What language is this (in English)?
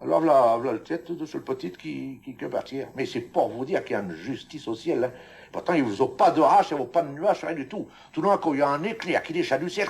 Picard